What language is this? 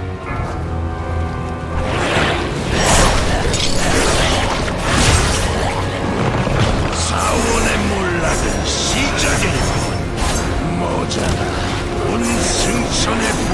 Korean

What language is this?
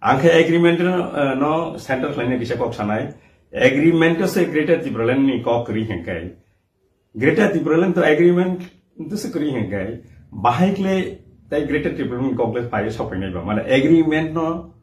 Kok Borok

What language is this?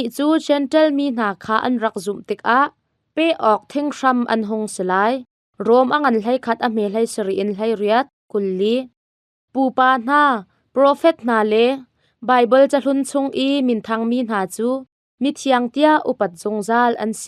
Hakha Chin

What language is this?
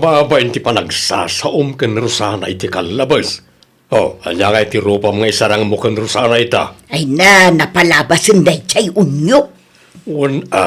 Iloko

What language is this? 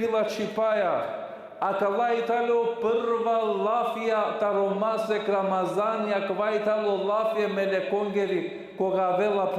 Balkan Romani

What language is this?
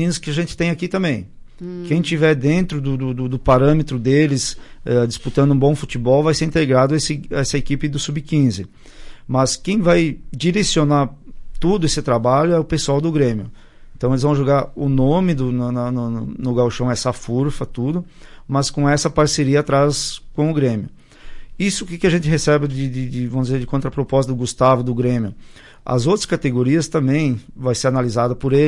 Portuguese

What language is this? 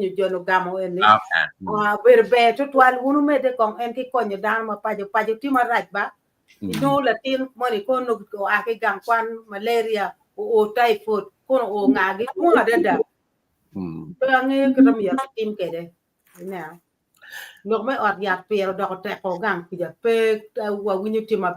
Acoli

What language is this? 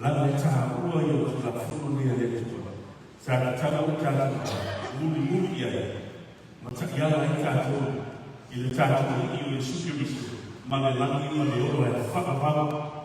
Samoan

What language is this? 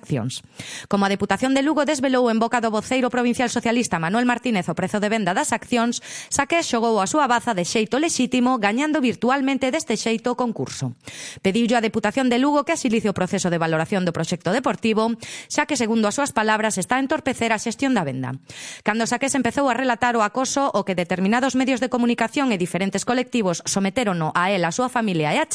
Galician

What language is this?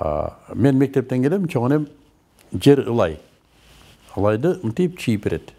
Kyrgyz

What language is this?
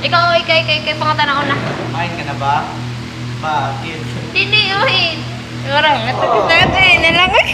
Cebuano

